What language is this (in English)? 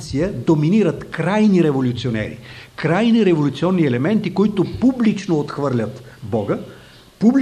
Bulgarian